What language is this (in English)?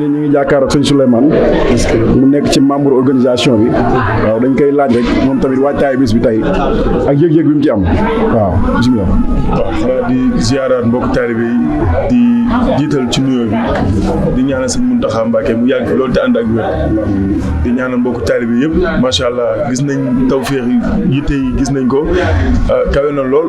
Wolof